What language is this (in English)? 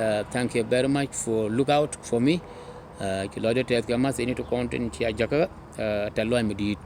Nuer